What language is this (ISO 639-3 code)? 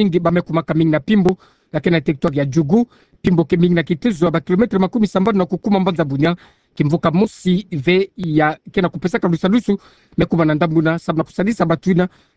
ktu